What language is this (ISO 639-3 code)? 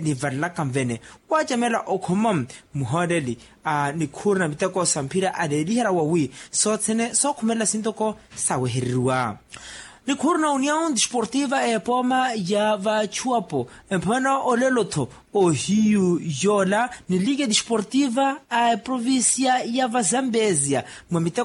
vmw